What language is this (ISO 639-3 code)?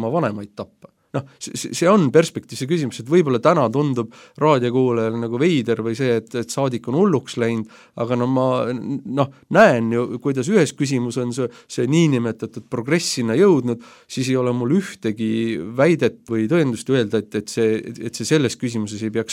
est